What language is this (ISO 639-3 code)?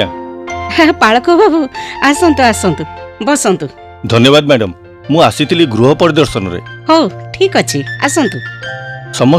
ori